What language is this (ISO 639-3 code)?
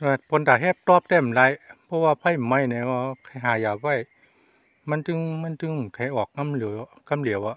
shn